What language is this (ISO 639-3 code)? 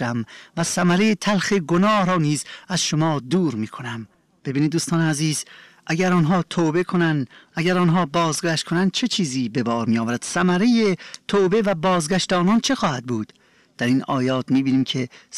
fas